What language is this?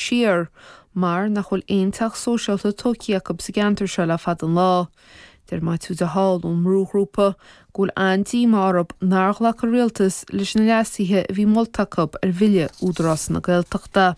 Irish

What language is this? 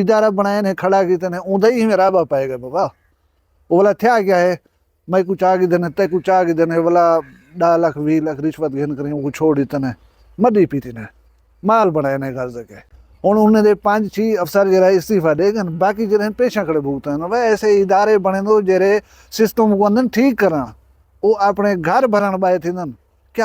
Saraiki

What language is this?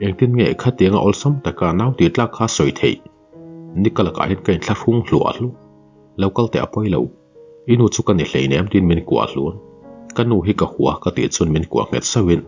Mizo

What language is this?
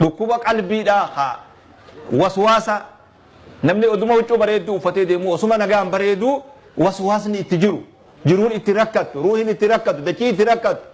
Oromo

